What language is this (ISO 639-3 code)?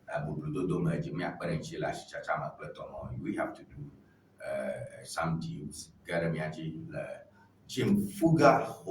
ewe